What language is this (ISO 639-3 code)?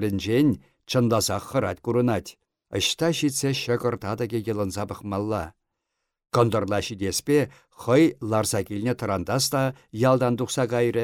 chv